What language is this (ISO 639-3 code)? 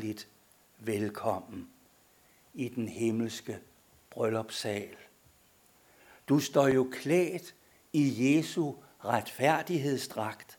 dan